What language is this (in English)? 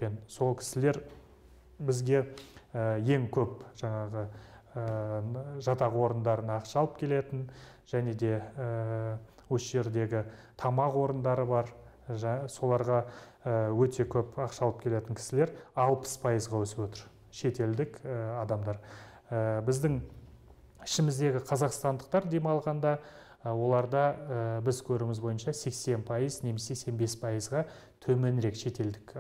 Kazakh